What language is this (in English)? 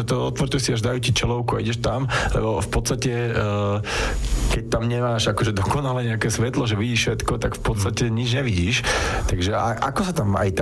Slovak